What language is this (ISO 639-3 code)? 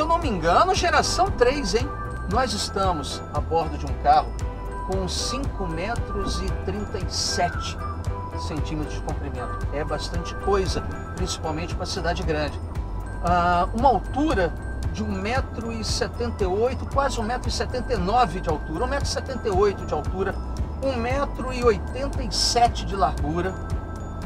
por